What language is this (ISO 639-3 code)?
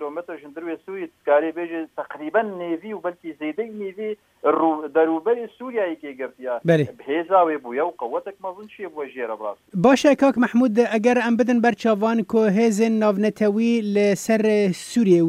kur